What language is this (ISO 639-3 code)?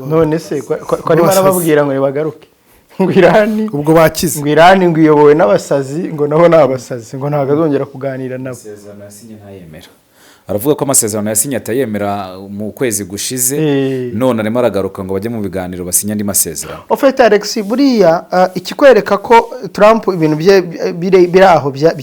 kin